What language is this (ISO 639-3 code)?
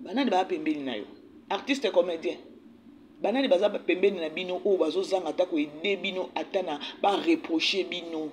lin